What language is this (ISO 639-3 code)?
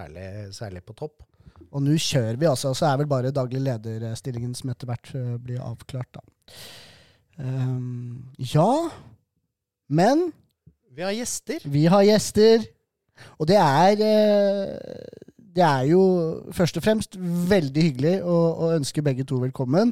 nor